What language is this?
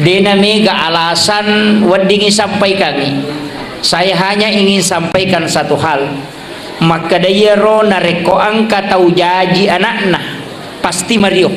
Buginese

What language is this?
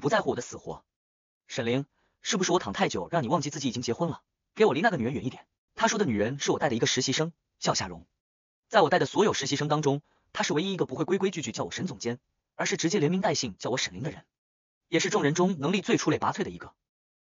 Chinese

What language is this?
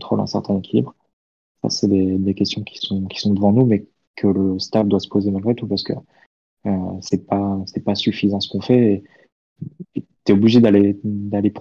French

